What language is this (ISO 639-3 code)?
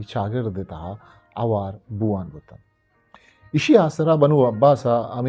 bgp